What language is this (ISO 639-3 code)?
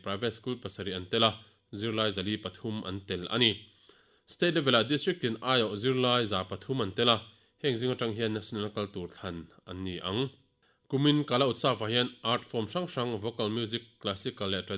lus